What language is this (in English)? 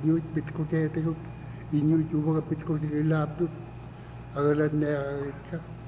Indonesian